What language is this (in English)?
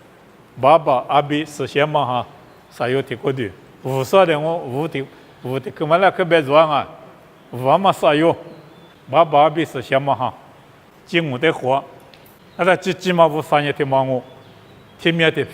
Lisu